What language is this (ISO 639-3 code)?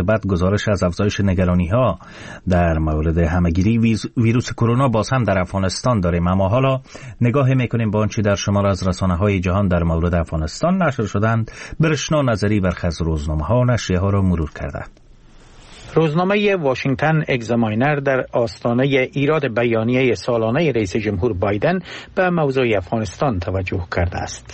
fas